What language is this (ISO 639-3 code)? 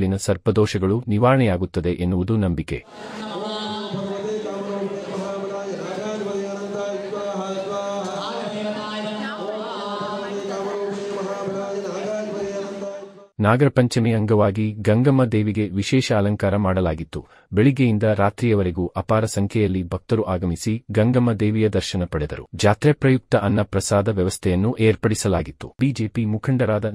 kan